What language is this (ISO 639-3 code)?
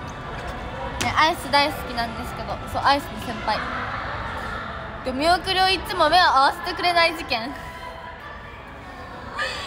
jpn